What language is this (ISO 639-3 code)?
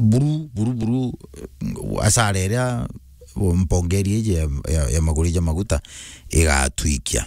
mer